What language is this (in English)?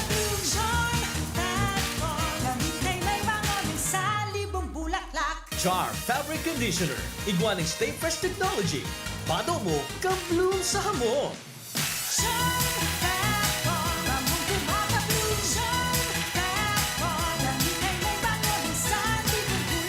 Bikol